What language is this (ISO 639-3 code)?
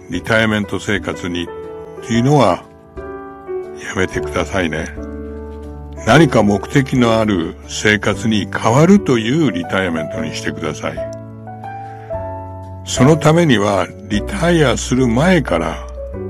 jpn